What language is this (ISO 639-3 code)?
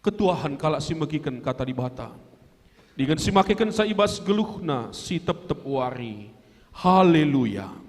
btx